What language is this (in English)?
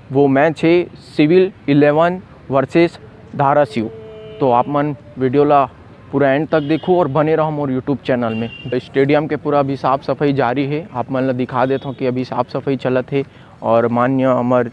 Chhattisgarhi